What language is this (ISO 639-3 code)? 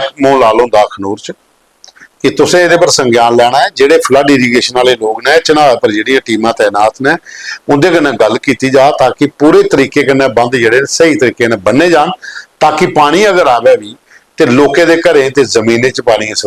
doi